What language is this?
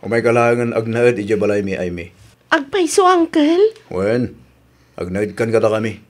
Iloko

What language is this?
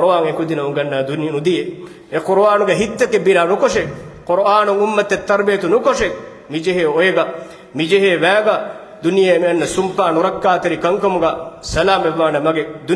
Divehi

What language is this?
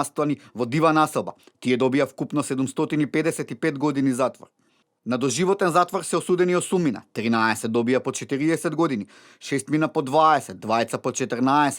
Macedonian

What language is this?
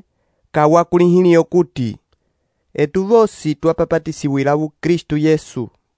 Umbundu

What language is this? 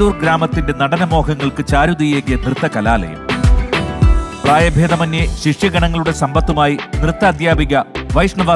Malayalam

